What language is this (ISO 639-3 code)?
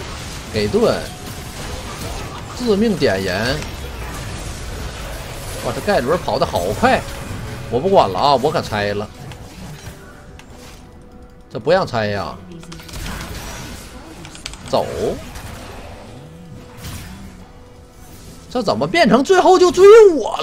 zho